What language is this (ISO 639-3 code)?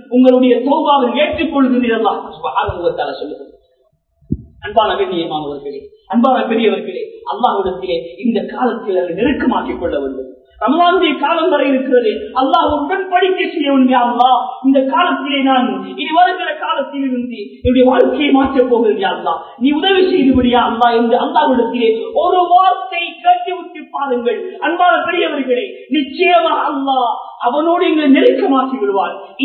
tam